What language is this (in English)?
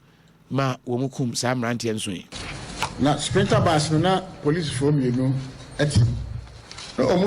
Akan